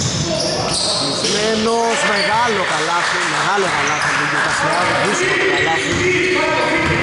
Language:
Greek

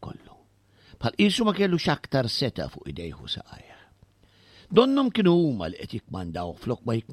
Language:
Maltese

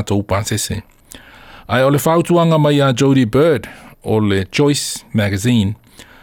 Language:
Samoan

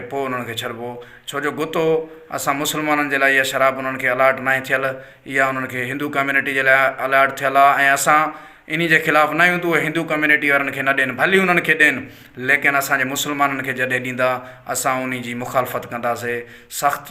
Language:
Sindhi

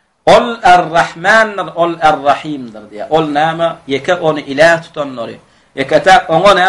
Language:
Turkmen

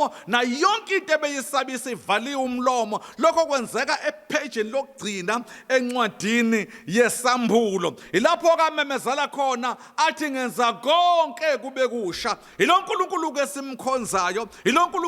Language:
Zulu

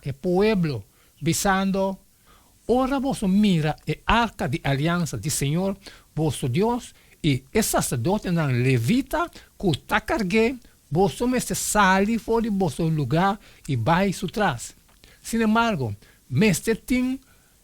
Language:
Papiamento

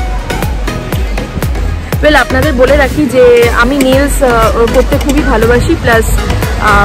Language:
Bangla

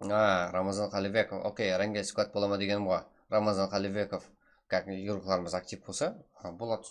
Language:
Kara-Kalpak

